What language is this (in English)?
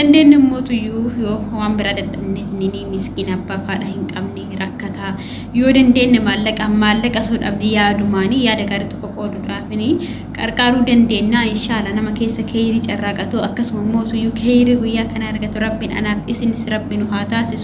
Oromo